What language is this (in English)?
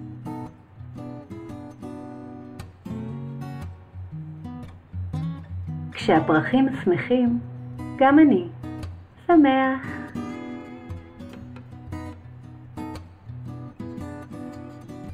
Hebrew